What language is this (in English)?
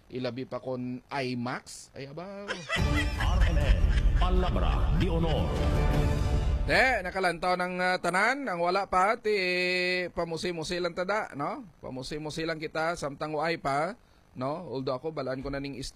Hiligaynon